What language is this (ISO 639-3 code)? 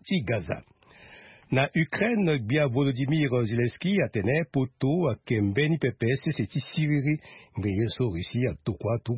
sag